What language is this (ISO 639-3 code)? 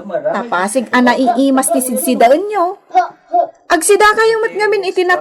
ilo